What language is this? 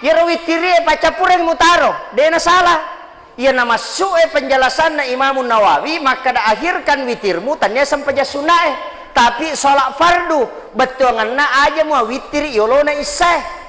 Buginese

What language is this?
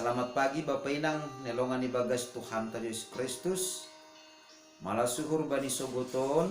Batak Simalungun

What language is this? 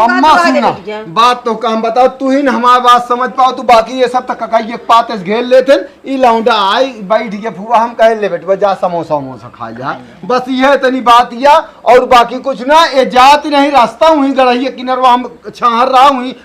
Awadhi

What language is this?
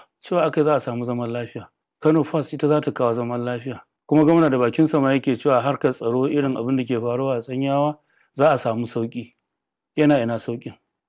Hausa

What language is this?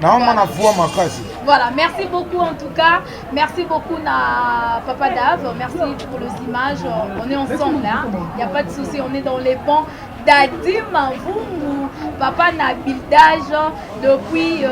Lingala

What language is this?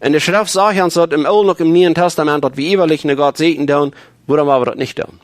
Plautdietsch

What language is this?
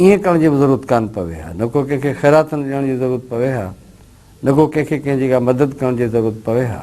Sindhi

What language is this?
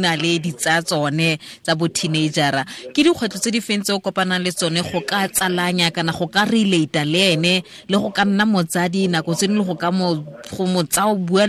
Tswana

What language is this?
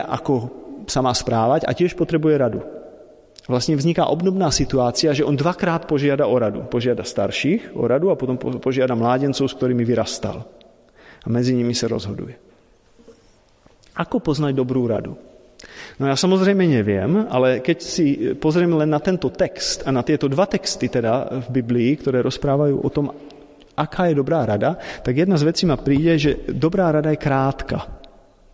Slovak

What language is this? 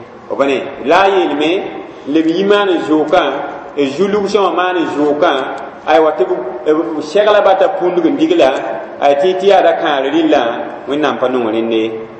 Mossi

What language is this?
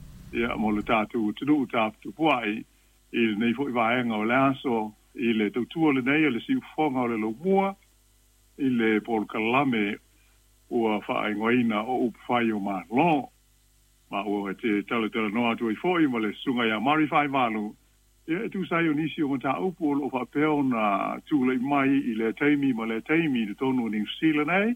Samoan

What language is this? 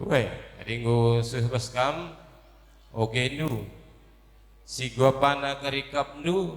Batak Karo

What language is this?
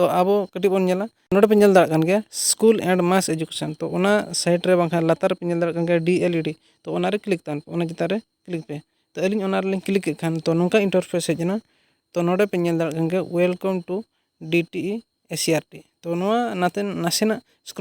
Santali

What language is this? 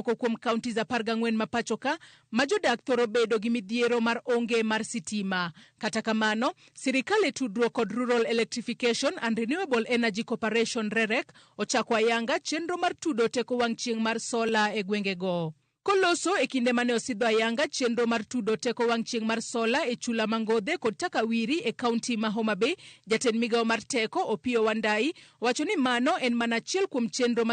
Luo (Kenya and Tanzania)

